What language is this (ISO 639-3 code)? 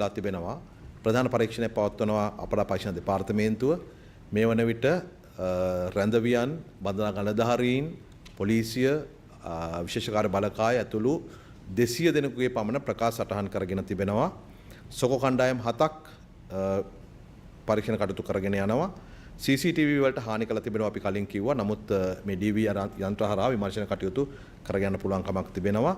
sin